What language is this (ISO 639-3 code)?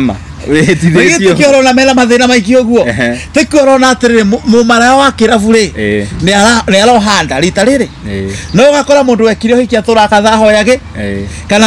kik